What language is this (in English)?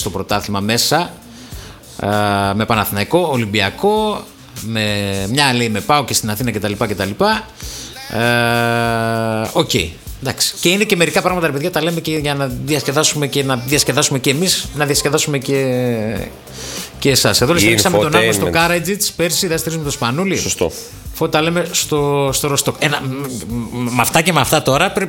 Greek